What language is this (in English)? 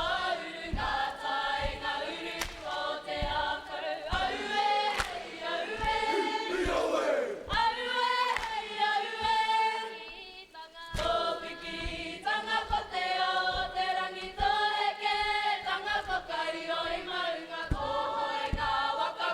Māori